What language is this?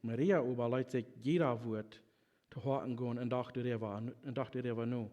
Plautdietsch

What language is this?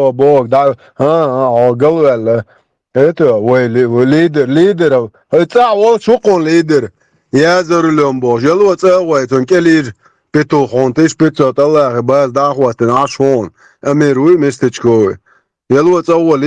Chechen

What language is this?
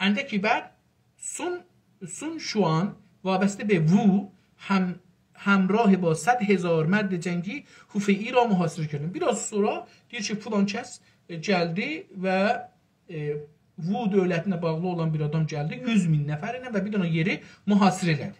South Azerbaijani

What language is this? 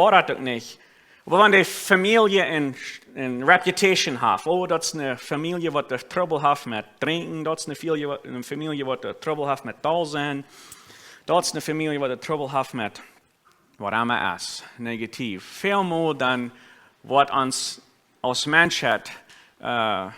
Plautdietsch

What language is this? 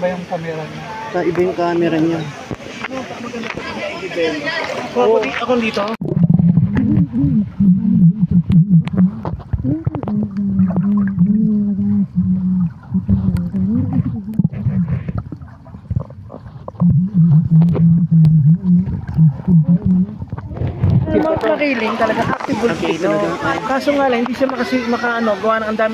Filipino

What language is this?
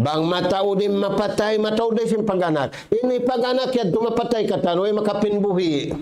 Tausug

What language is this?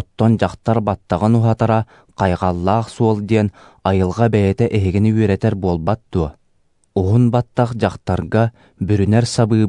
Yakut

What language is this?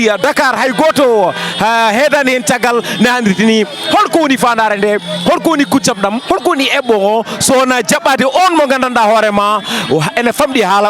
Fula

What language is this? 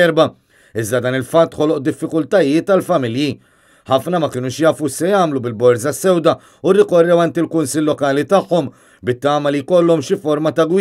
Maltese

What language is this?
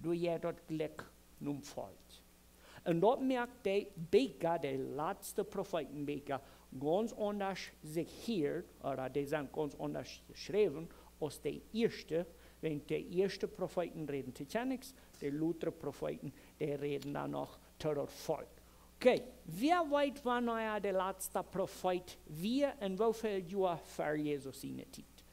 Plautdietsch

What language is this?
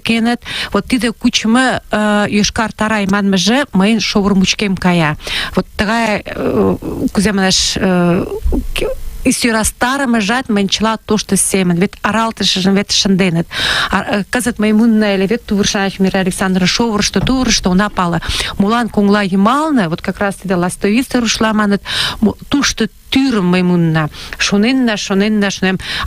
Mari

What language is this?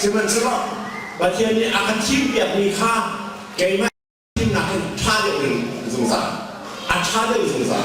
Hakha Chin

